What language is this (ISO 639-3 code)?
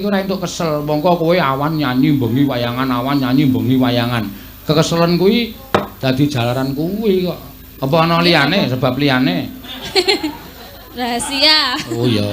jav